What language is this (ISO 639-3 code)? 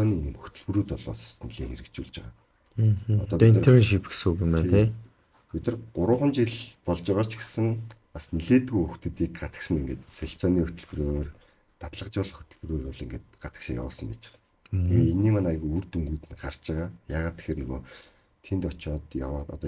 mon